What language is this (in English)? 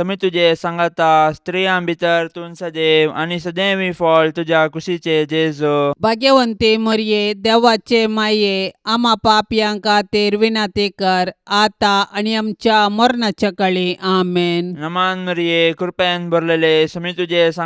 Konkani